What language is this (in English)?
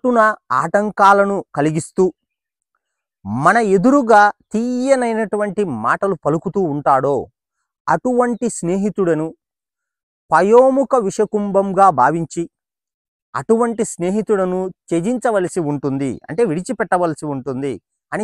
Telugu